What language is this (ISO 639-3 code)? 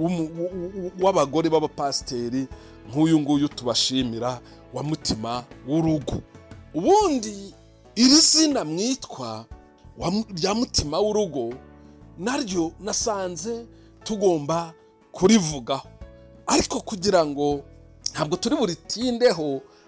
kin